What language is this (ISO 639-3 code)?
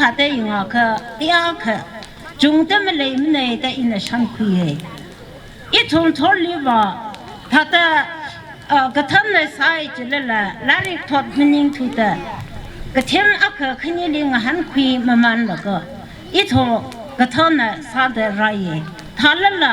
nmf